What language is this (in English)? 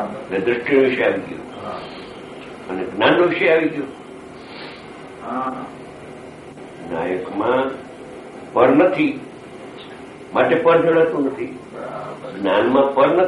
Gujarati